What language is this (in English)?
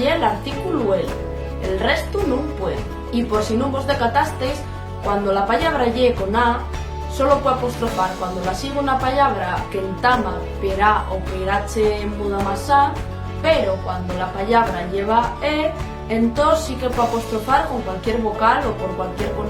Asturian